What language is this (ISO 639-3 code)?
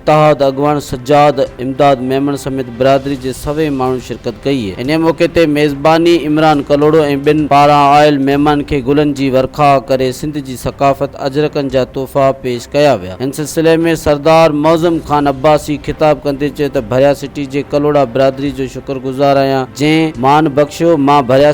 snd